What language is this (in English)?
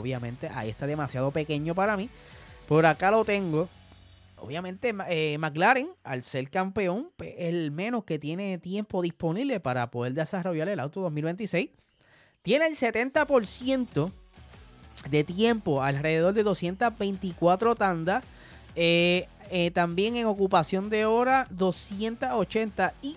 Spanish